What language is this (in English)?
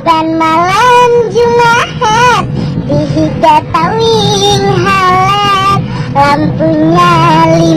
Banjar